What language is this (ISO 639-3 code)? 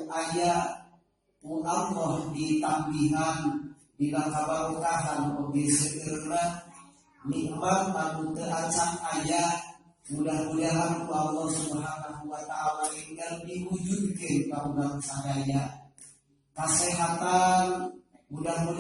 sun